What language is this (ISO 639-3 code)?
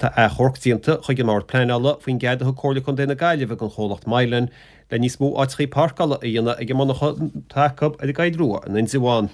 gle